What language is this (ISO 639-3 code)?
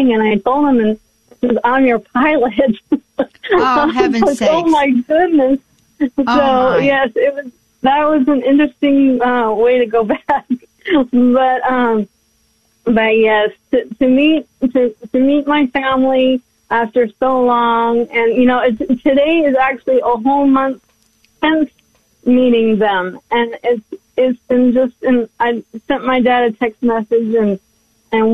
eng